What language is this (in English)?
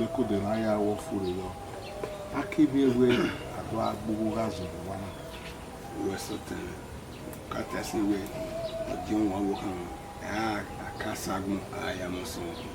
Bini